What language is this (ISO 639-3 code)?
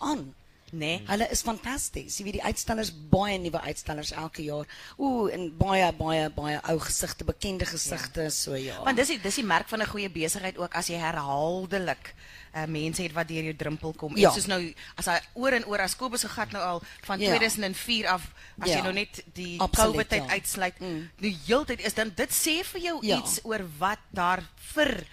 afr